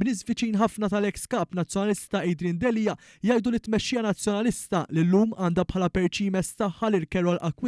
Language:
Maltese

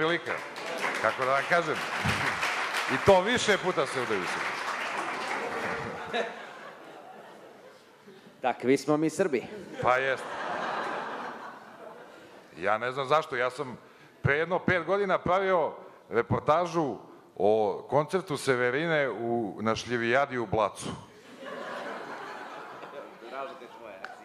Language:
Serbian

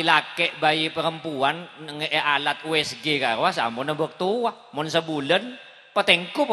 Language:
Madurese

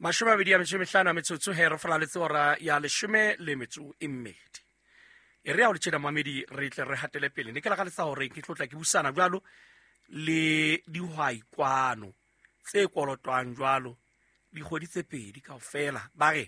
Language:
Southern Sotho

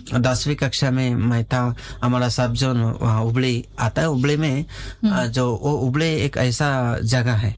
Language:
Hindi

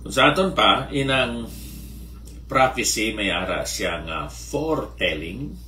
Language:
Hiligaynon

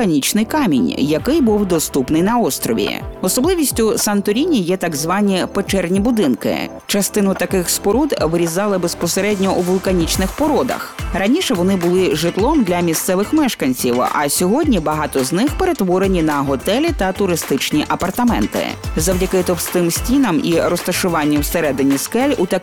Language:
Ukrainian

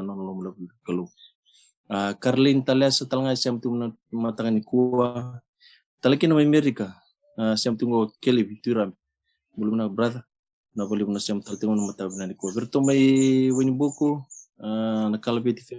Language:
Fijian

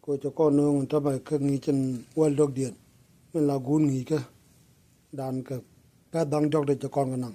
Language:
Nuer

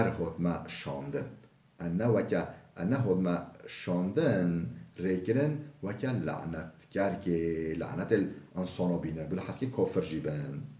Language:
Kurdish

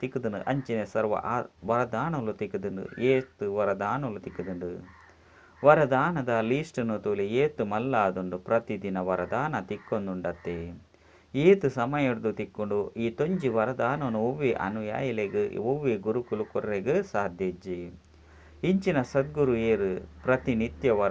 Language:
Tulu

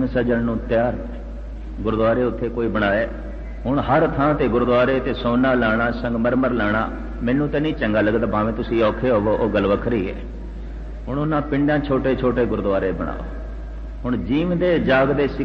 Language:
Punjabi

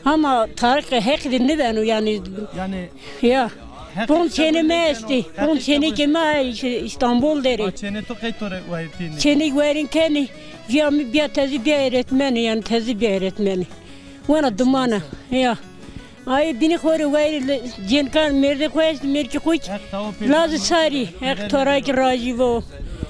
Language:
Zaza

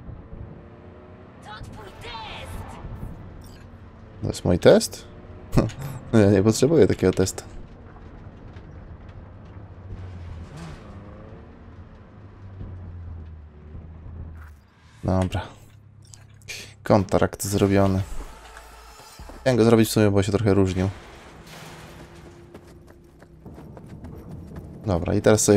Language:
Polish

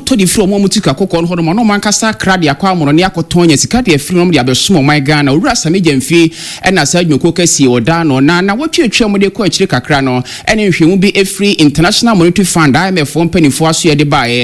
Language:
Akan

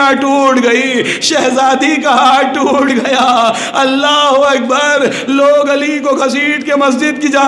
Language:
Urdu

